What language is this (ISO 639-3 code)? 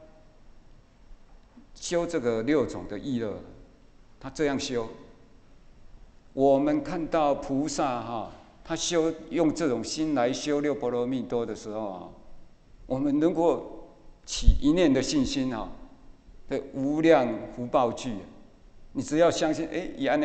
zho